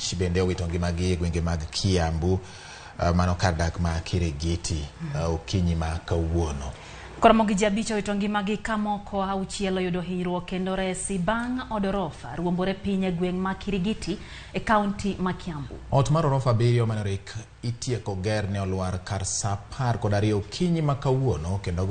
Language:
Luo (Kenya and Tanzania)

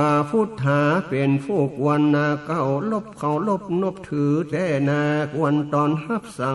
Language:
Northern Thai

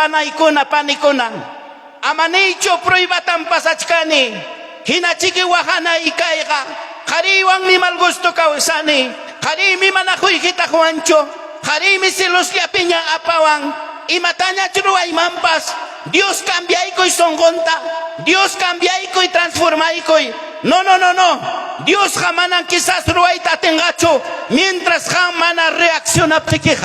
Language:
Ayacucho Quechua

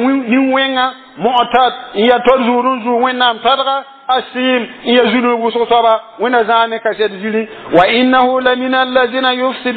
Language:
Mossi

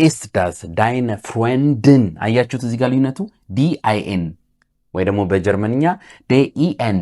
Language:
Amharic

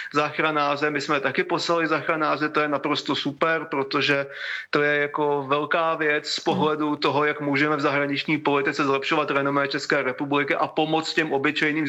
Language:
Czech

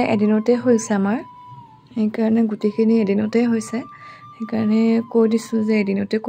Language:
Assamese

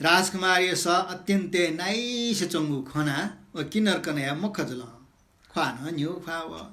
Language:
Newari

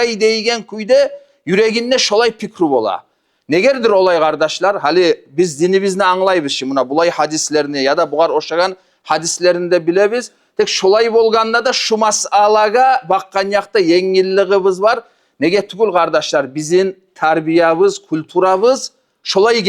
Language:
Kumyk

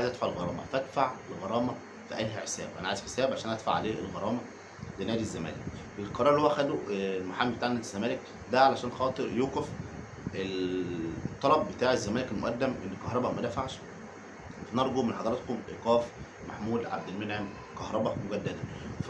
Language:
Egyptian Arabic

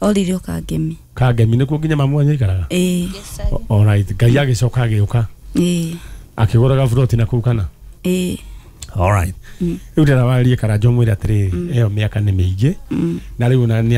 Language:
Kikuyu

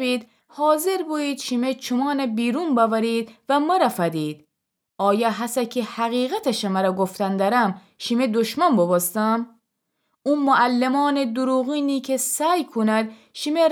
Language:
Gilaki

